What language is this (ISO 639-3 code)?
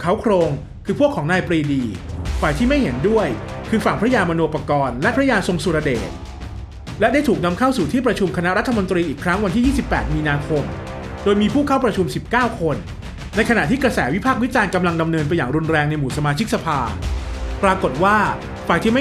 tha